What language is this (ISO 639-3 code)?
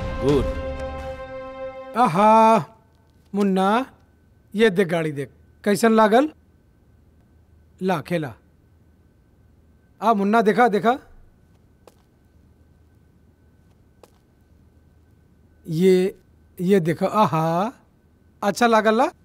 bho